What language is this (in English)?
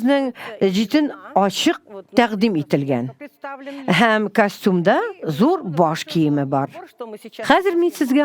Tatar